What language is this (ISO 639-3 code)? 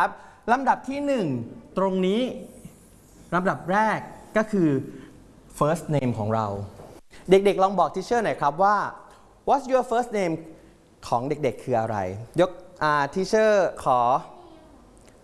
tha